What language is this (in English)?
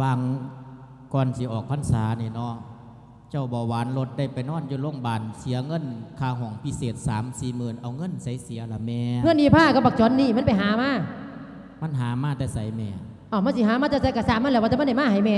Lao